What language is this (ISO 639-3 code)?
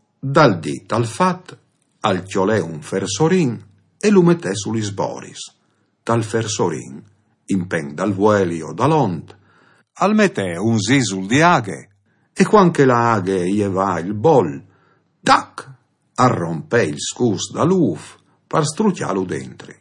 fur